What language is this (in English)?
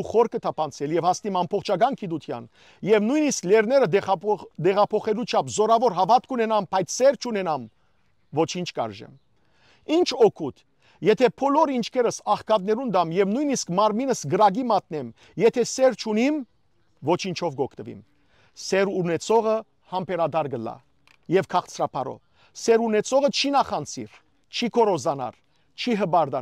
Western Armenian